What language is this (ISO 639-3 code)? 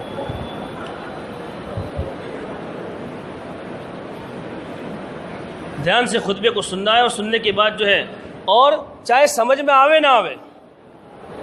urd